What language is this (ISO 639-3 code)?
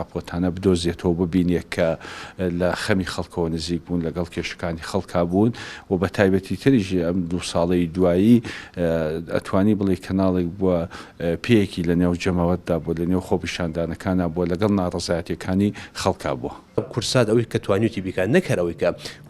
ckb